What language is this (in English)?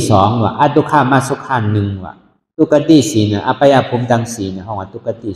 Shan